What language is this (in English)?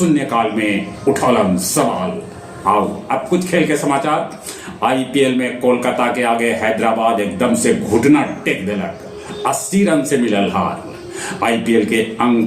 Magahi